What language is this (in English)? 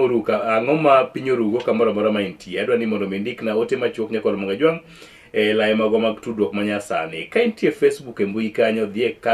Luo (Kenya and Tanzania)